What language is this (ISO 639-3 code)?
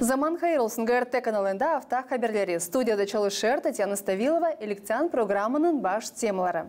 gag